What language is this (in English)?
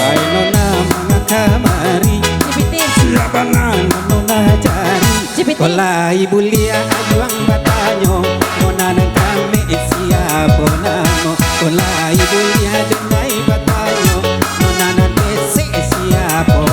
Minangkabau